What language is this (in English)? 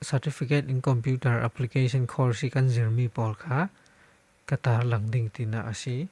Falam Chin